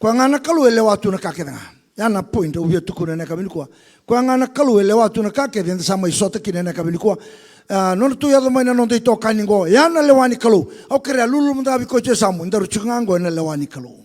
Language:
Fijian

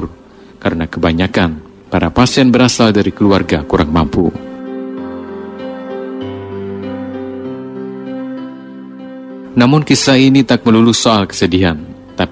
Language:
Indonesian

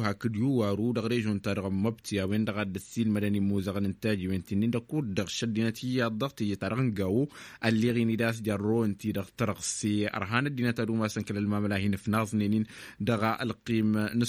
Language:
Tamasheq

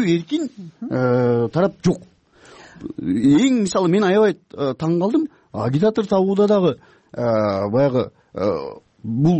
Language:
Kyrgyz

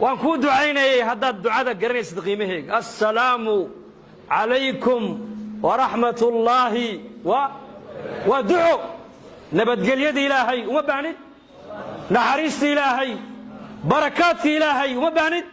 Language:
Somali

